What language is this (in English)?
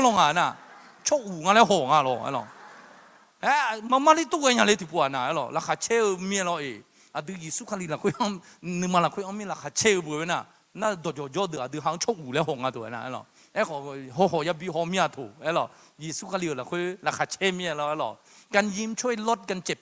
Akha